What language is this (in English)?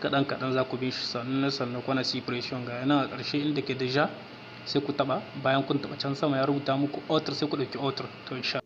Hausa